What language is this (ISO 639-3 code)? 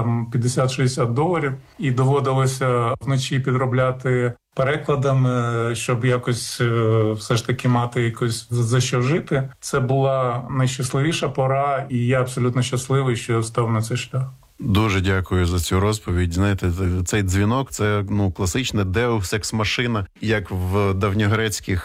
ukr